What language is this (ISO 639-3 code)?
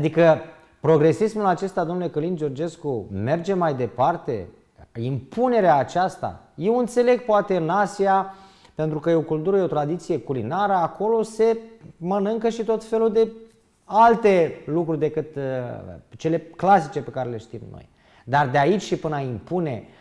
ron